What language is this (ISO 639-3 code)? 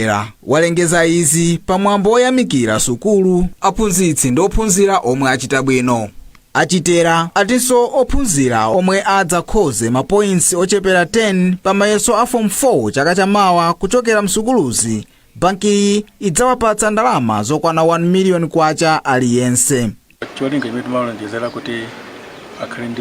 nya